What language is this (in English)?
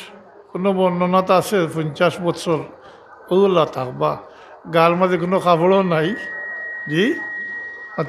Sylheti